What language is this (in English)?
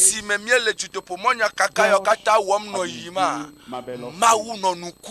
Ewe